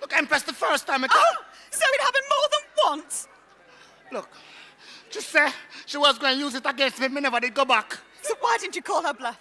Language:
Jamaican Creole English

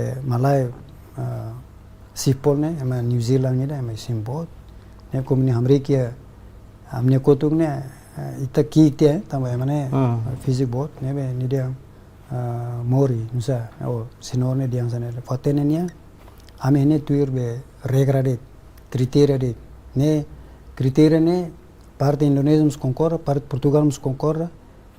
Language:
Tetum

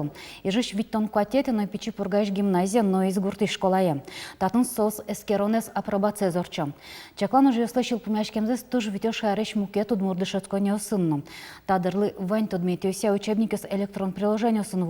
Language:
Udmurt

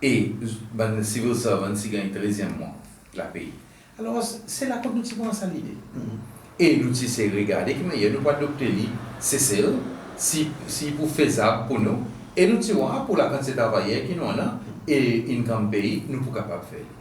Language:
Seselwa Creole French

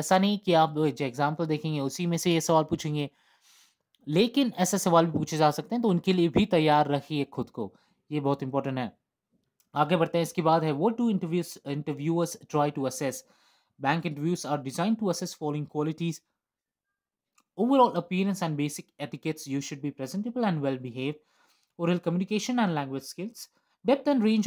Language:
Hindi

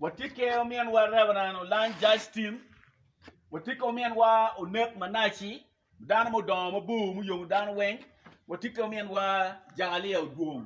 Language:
Acoli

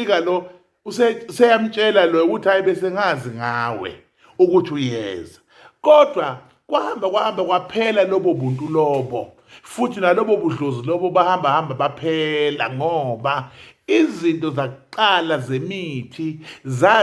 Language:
Zulu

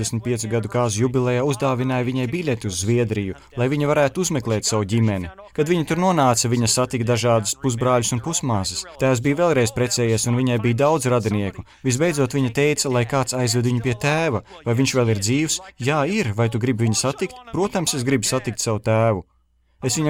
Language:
Latvian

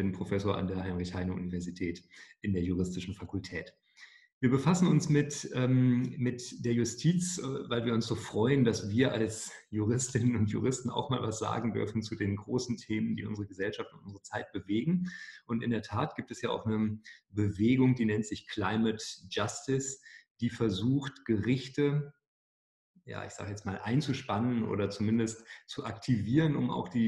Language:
German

